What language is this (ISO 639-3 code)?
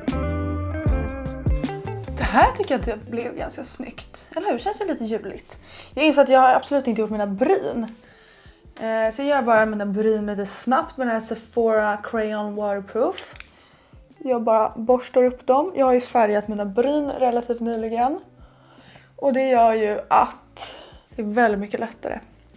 swe